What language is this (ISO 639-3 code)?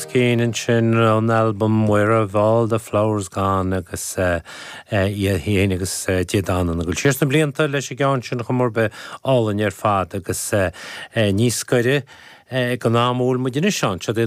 gle